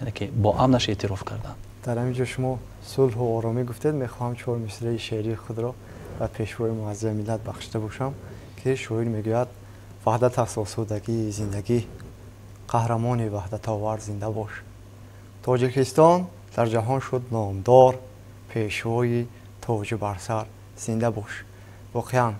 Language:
Tajik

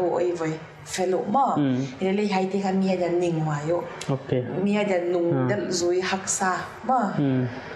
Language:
Paite Chin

